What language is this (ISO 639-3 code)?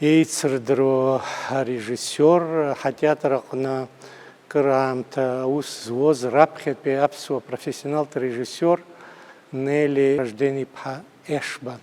abk